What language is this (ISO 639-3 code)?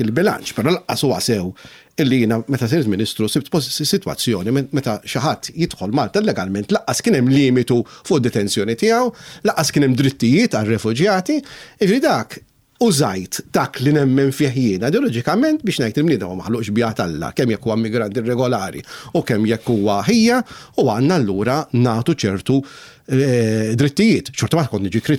mlt